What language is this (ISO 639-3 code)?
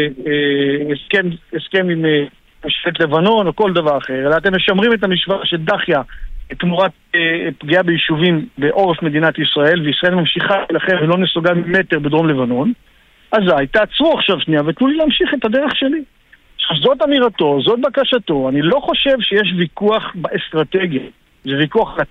heb